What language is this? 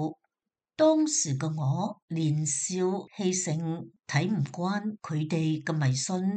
Cantonese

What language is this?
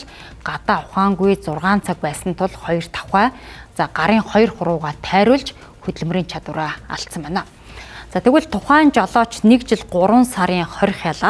Mongolian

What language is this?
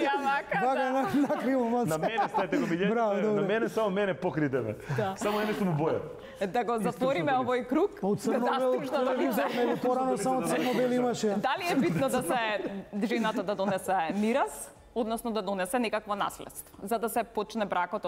Macedonian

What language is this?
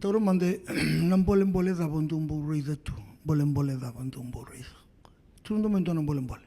Fijian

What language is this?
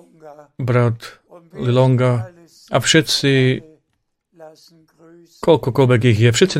Slovak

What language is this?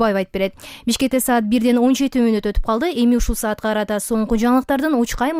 Kyrgyz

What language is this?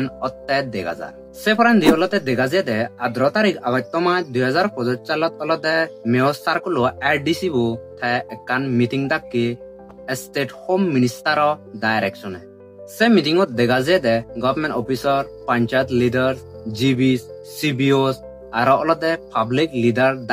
Chakma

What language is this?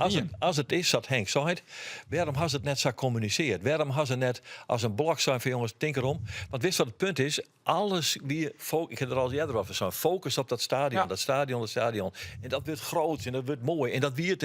Western Frisian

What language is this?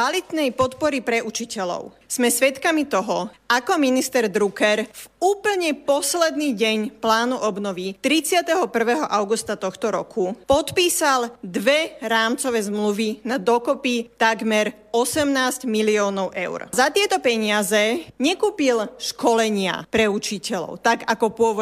Slovak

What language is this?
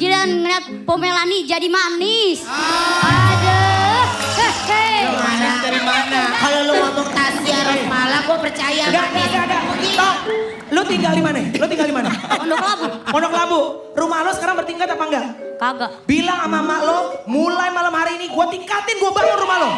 Betawi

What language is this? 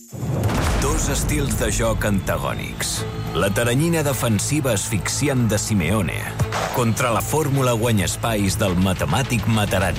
Catalan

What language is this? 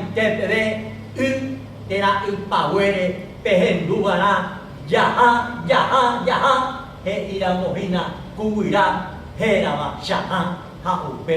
Guarani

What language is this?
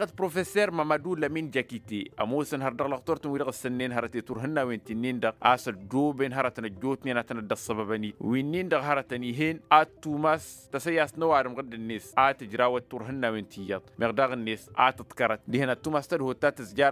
Tamasheq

